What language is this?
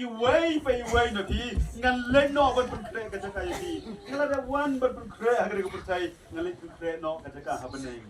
Khasi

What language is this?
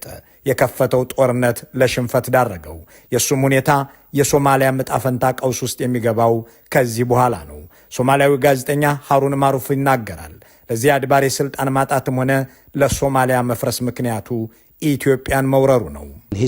Amharic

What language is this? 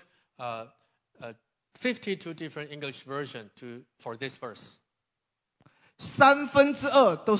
Chinese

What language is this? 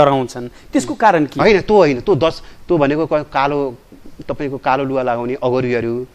Nepali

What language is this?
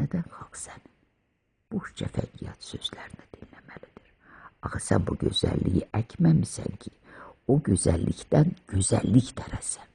Azerbaijani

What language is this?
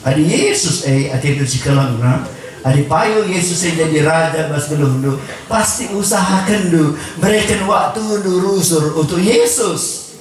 Batak Karo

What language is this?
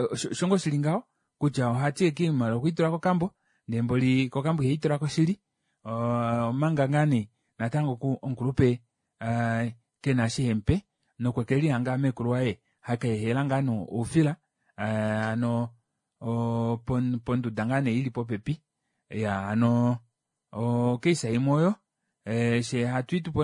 Kuanyama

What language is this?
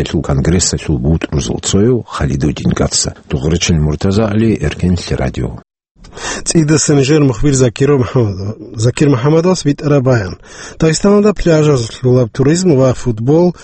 Avaric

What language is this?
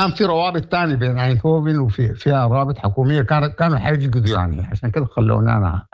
Sudanese Arabic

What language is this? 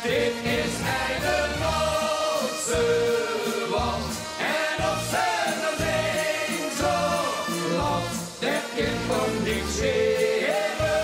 Limburgish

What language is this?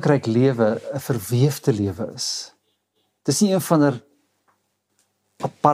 Afrikaans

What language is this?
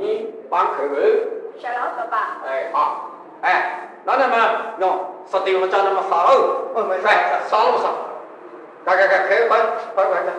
Kachin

